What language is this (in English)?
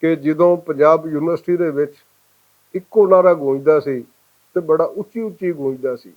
Western Panjabi